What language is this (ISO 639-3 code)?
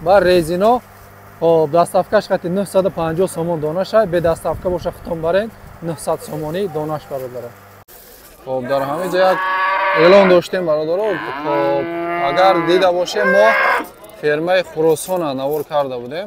tgk